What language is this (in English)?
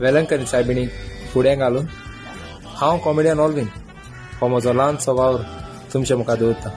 Konkani